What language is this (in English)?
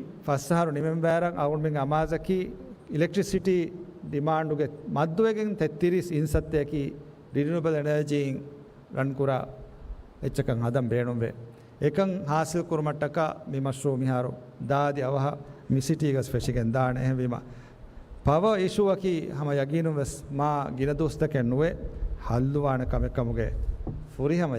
Divehi